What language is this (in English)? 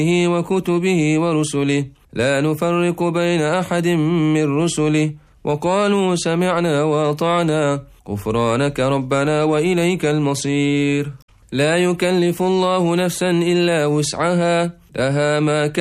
Arabic